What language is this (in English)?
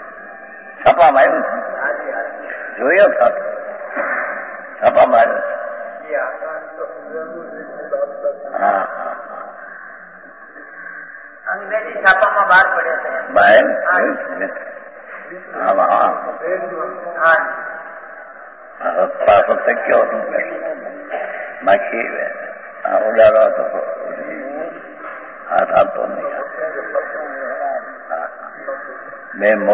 Gujarati